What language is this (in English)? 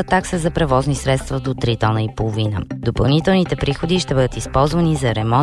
Bulgarian